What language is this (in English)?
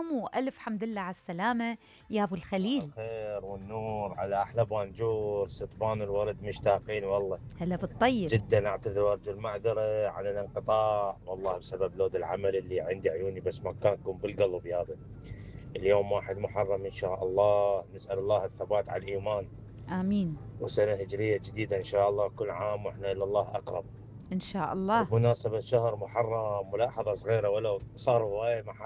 Mesopotamian Arabic